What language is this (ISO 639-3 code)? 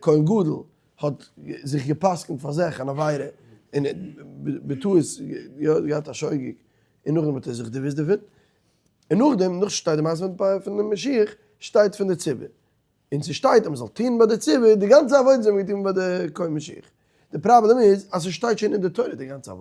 yid